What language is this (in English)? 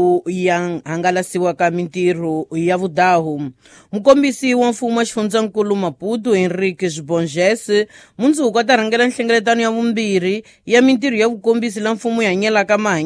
Tsonga